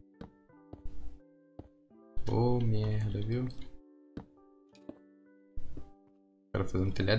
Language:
Portuguese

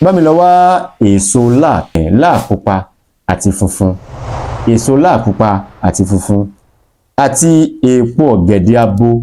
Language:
Yoruba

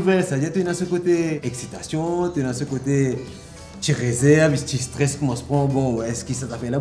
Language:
Morisyen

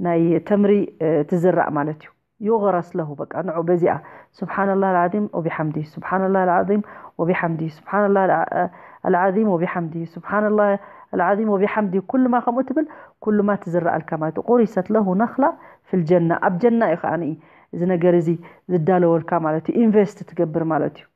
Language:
Tigrinya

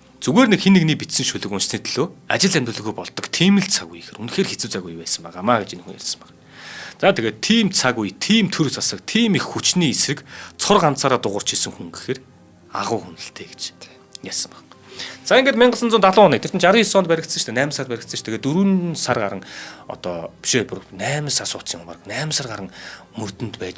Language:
Mongolian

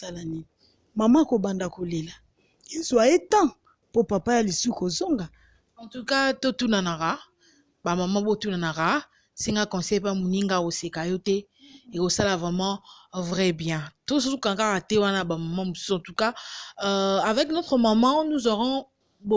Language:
Lingala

